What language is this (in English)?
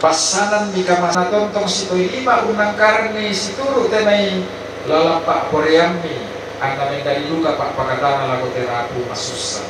Toraja-Sa'dan